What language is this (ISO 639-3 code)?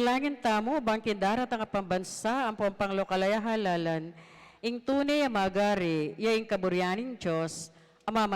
pam